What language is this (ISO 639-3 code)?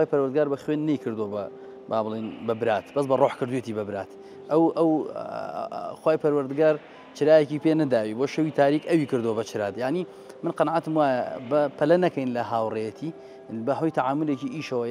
ckb